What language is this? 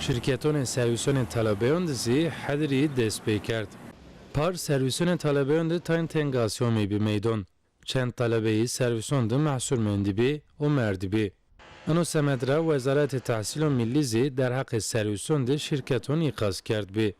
Zaza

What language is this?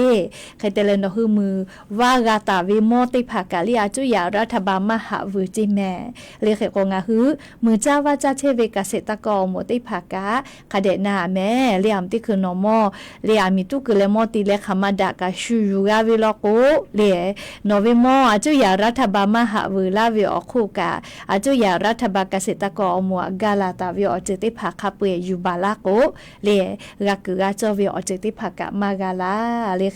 Lahu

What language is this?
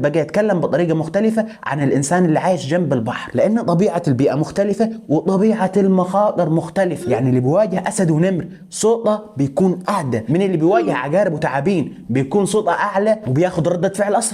Egyptian Arabic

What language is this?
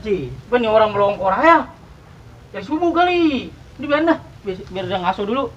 Betawi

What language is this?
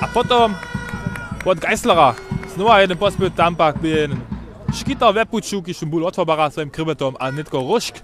Upper Sorbian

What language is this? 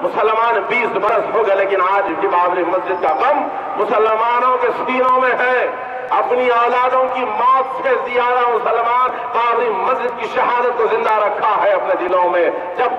Urdu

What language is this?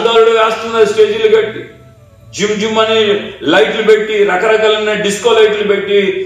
Telugu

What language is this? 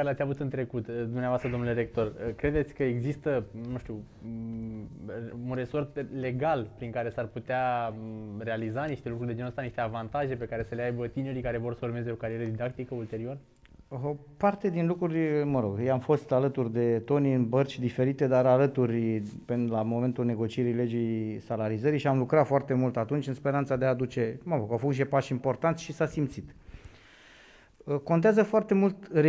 Romanian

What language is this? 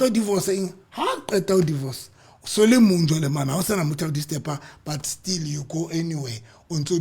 Southern Sotho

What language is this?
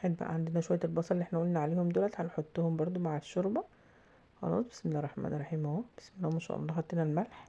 Egyptian Arabic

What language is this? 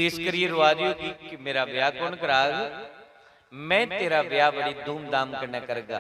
Dogri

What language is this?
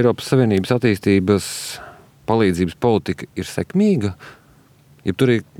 Latvian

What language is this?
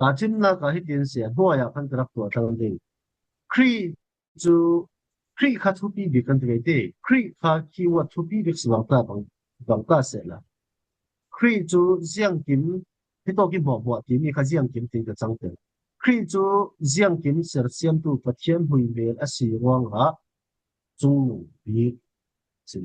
Falam Chin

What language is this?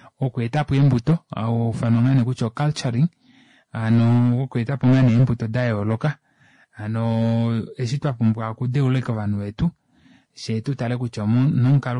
Kuanyama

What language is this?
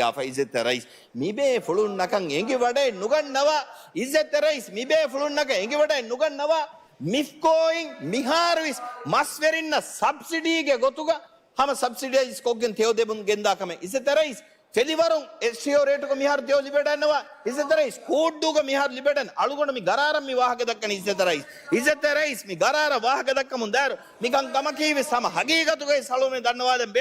Divehi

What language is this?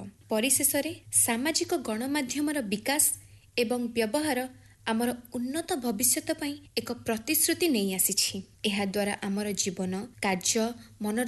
Odia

